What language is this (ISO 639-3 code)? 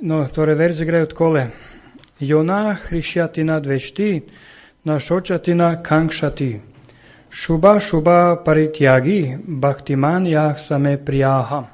srp